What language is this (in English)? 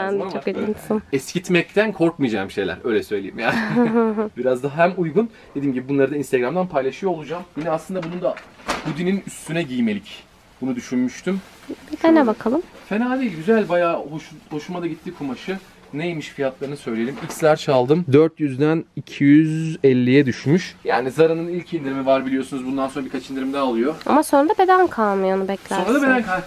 Turkish